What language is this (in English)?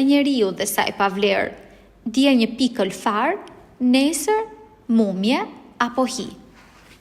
Albanian